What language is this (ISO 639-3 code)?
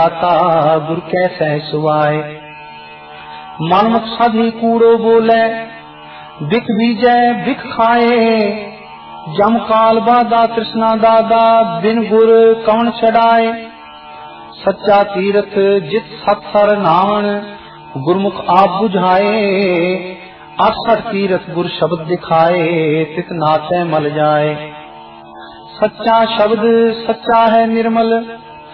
pan